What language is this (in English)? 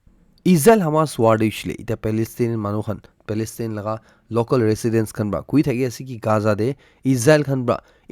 Naga Pidgin